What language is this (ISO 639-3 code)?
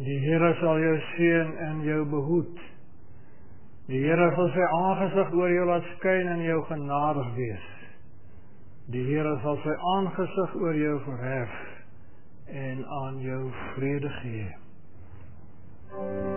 afr